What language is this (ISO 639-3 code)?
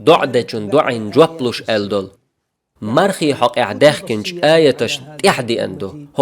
che